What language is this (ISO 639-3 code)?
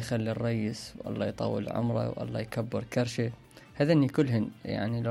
acm